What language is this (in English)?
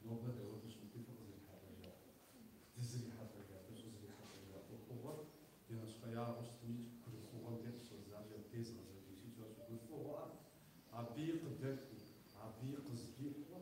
Kabardian